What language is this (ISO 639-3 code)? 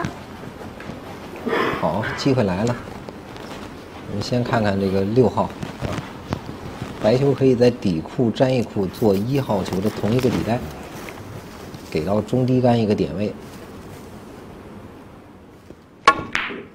zho